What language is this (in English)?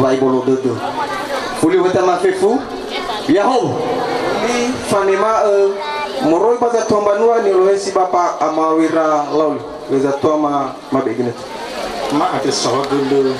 Nias